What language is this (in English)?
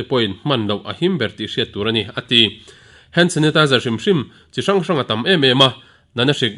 Mizo